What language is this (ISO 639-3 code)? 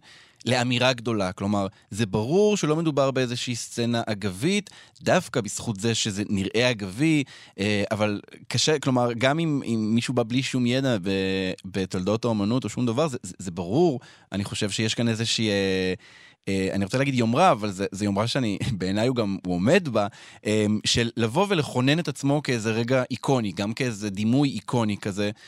heb